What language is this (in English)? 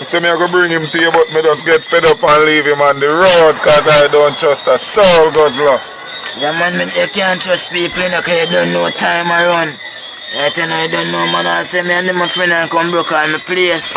Jamaican Creole English